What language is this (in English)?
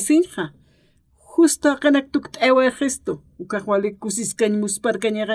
Aymara